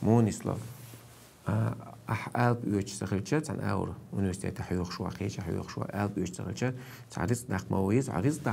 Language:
Chechen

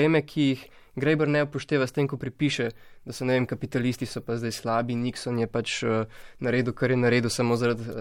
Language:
Slovenian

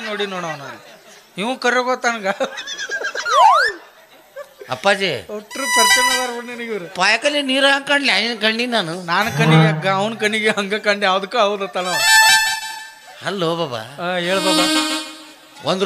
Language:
Kannada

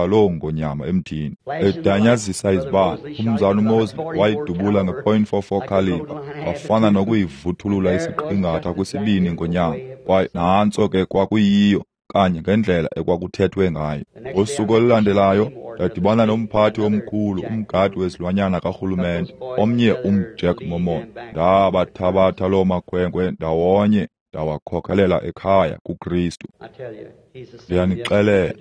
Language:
Xhosa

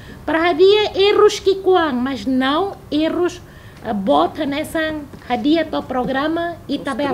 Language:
Tetum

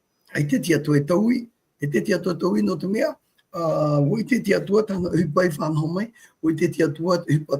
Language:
Tahitian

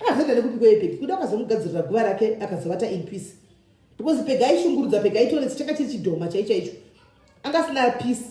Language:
Shona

